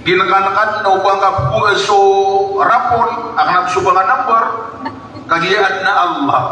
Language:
Maranao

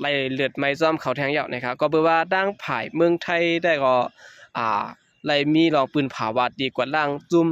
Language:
Shan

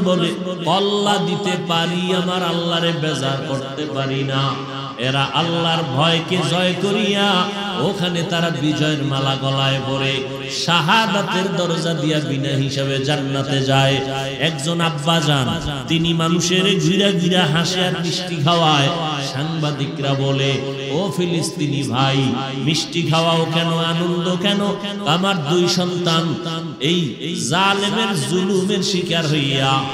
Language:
Bangla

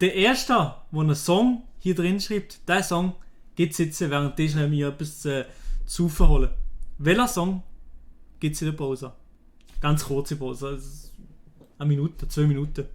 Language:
Swiss German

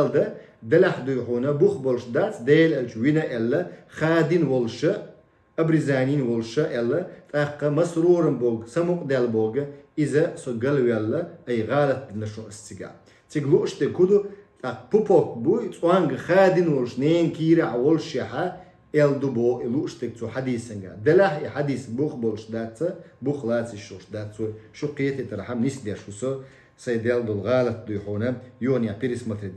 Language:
Chechen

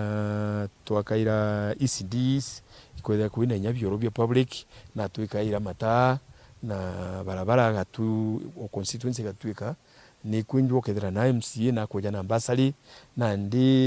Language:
Meru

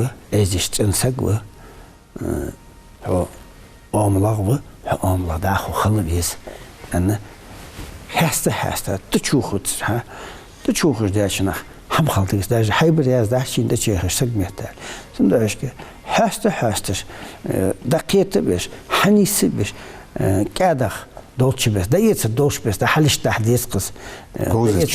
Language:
Ingush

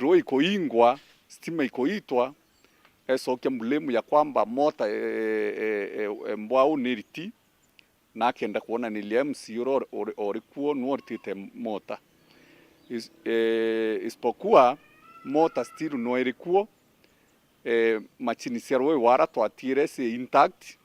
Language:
Meru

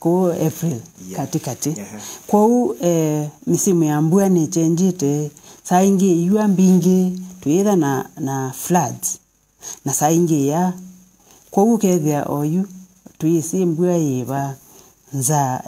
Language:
Kamba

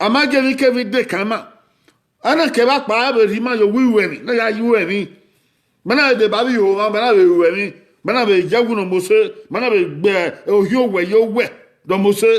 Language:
Bini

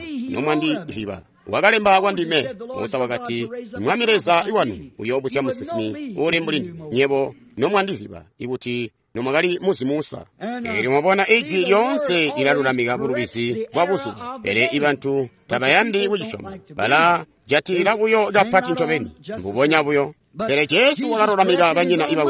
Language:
Tonga (Zambia)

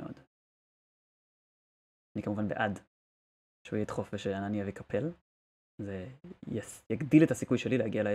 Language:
Hebrew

